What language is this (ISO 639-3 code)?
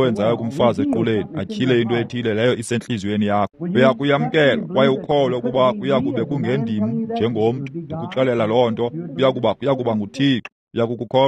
xho